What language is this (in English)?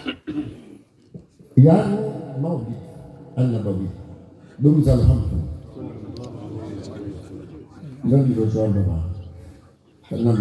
Swahili